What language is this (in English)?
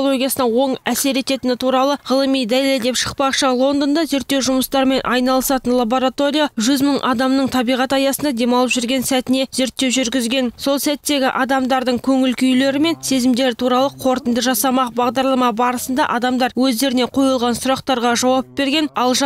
Kazakh